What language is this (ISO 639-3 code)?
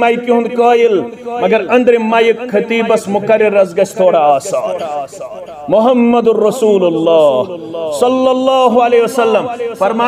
kas